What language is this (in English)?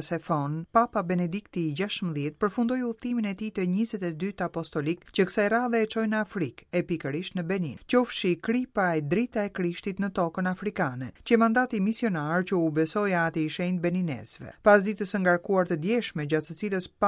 Albanian